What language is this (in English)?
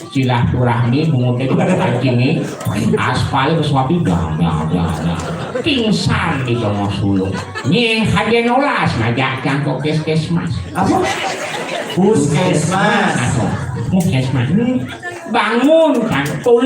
Balinese